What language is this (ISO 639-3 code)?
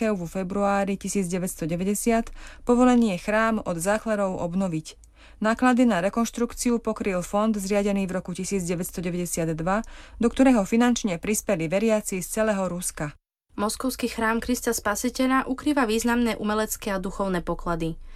slk